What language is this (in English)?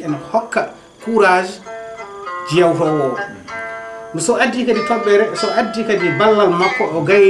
Fula